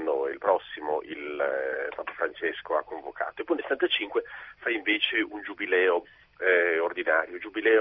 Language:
Italian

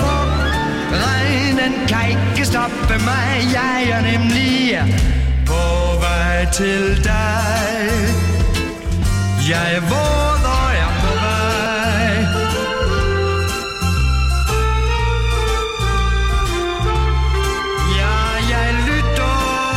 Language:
Danish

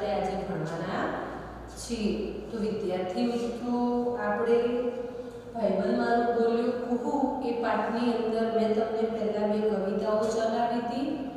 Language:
Gujarati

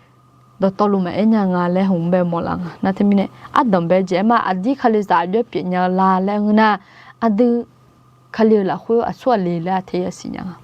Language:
Akha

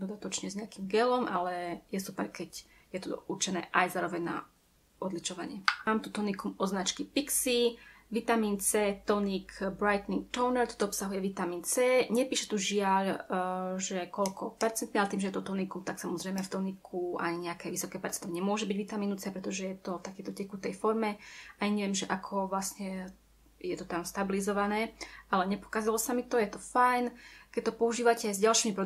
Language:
Slovak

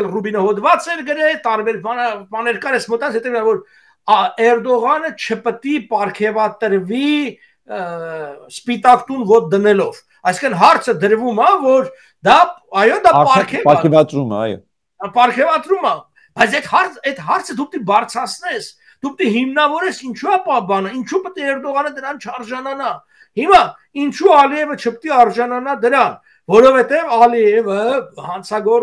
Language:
Armenian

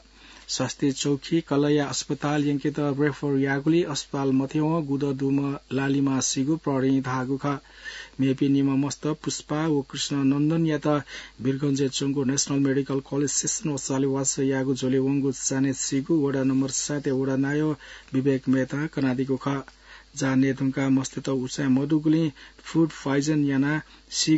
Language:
Newari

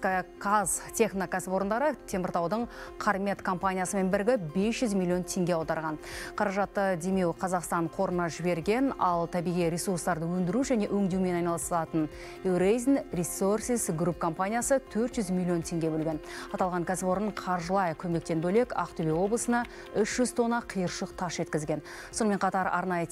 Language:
Kazakh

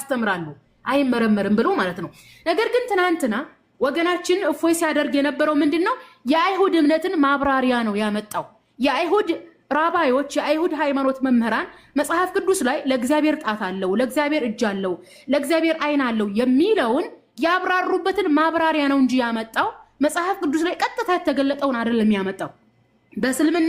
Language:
Amharic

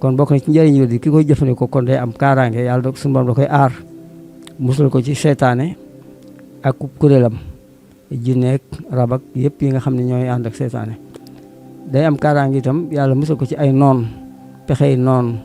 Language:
Wolof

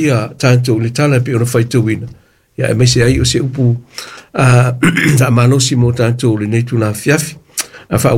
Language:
Samoan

